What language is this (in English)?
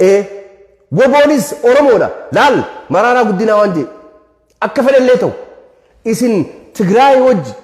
Oromo